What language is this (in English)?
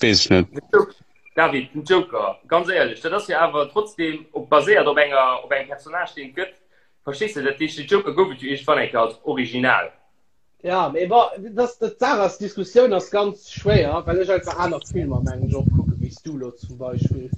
Luxembourgish